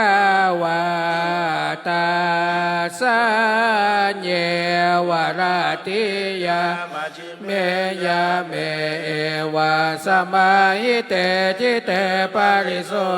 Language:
Pali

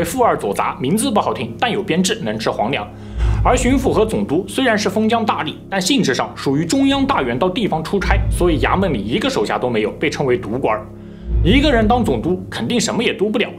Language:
Chinese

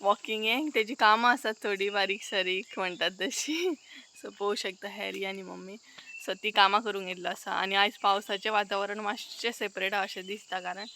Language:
Konkani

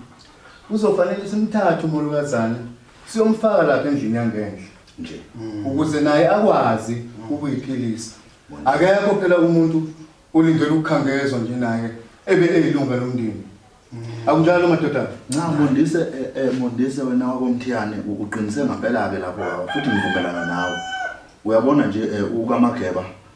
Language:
Zulu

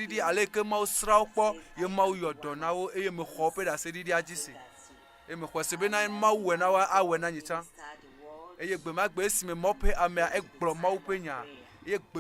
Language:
Ewe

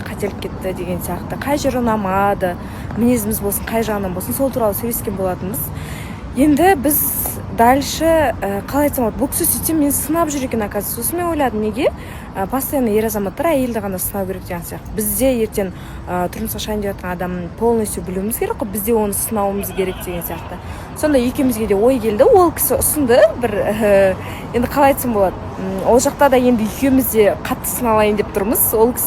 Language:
Kazakh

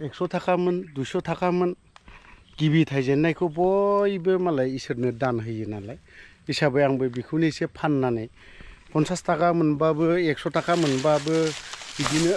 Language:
Bodo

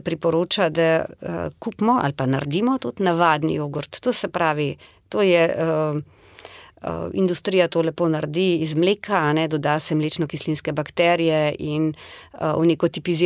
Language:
Slovenian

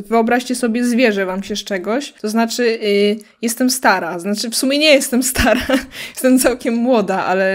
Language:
Polish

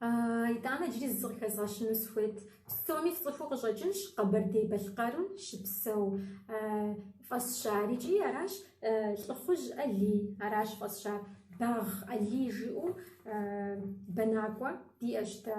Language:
Kabardian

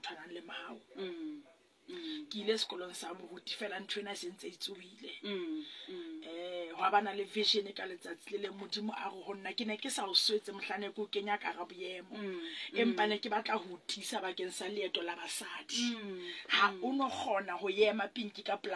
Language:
Southern Sotho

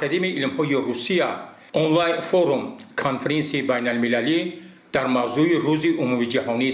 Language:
Tajik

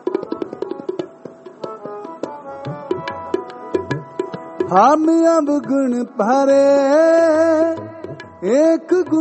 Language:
Punjabi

